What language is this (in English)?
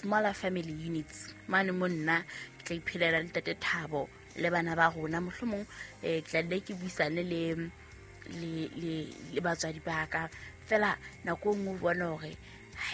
Southern Sotho